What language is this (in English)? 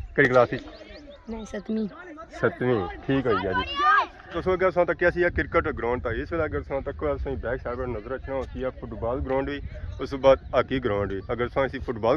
Pahari-Potwari